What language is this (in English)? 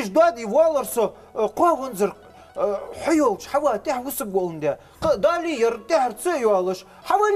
Ingush